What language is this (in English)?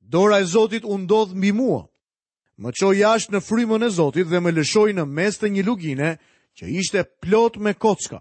Albanian